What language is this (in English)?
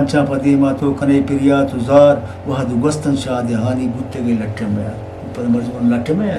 Eastern Balochi